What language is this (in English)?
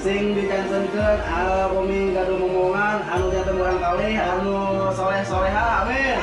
Sundanese